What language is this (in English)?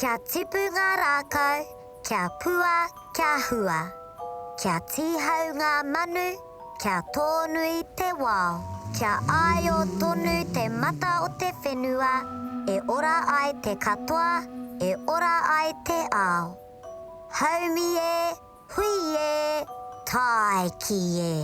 Māori